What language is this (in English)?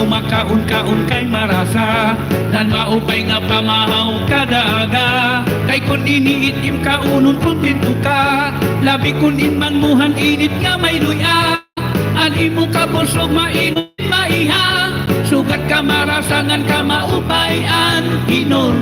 Waray